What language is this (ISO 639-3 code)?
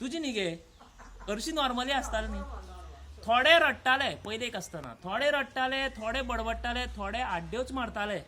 kok